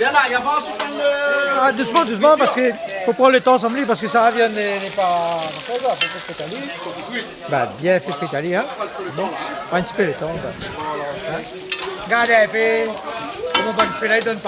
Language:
Réunion Creole French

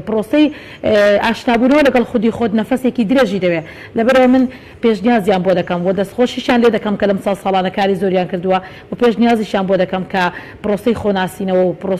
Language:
Central Kurdish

